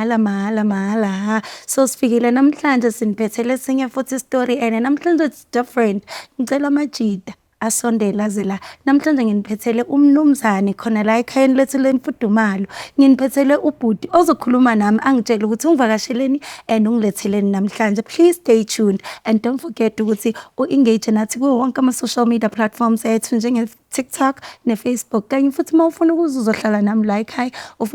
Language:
Zulu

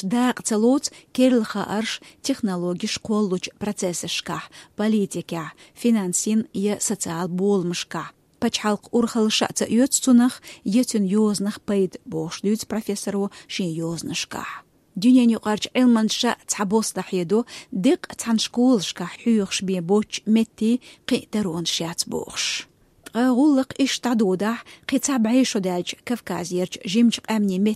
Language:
Chechen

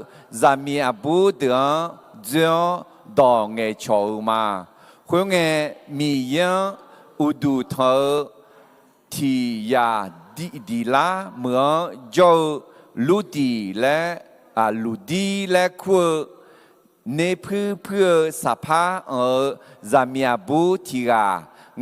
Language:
Akha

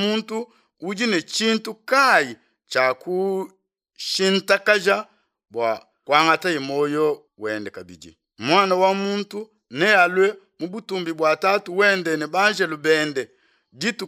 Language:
Luba-Lulua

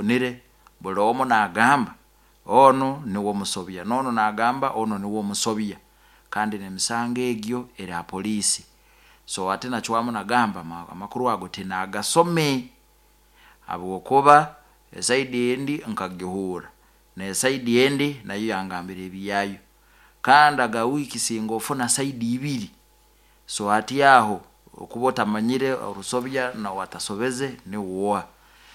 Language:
Nyoro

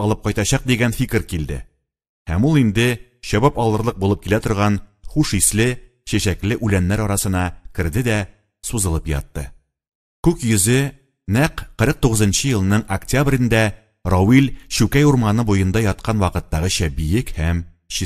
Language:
Tatar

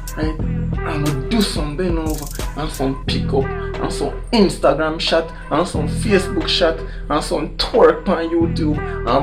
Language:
Jamaican Creole English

